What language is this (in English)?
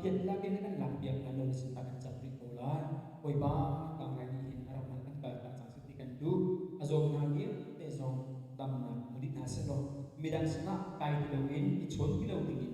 Hakha Chin